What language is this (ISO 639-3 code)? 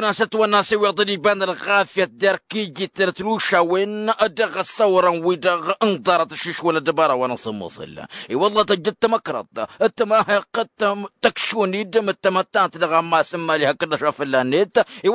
taq